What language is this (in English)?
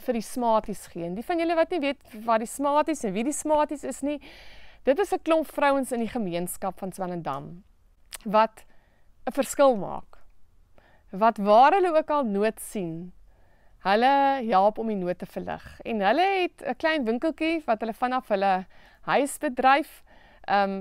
Afrikaans